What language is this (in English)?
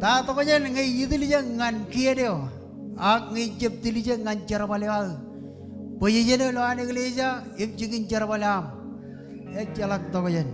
Marshallese